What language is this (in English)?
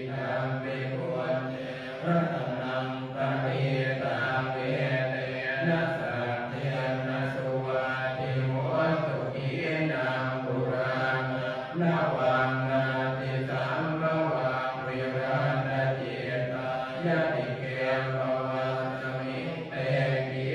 Pali